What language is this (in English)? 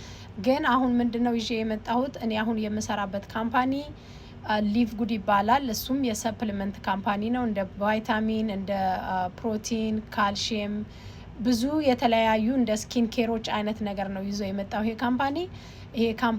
Amharic